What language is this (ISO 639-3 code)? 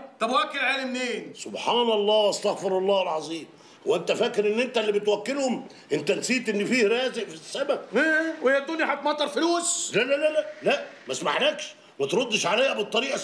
arz